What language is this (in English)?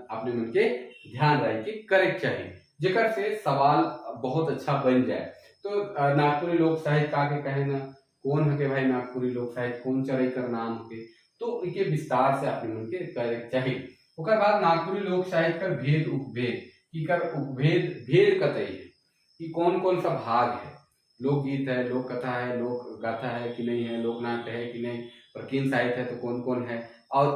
Sadri